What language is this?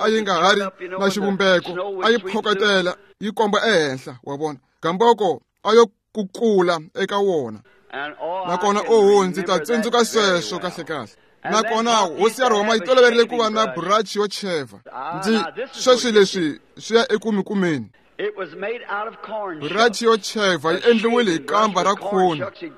Tsonga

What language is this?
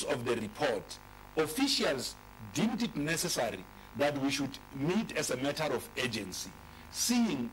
English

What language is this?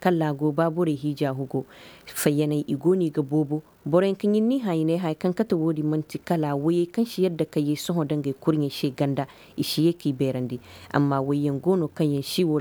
Koyraboro Senni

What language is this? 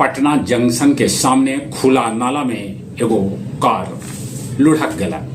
Magahi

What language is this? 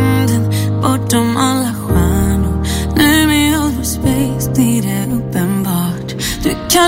Swedish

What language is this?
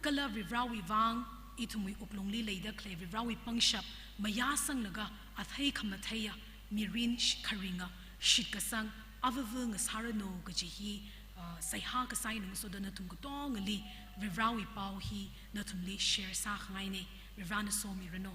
Tangkhul Naga (India)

